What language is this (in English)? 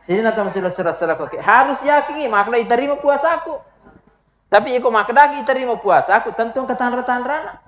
Buginese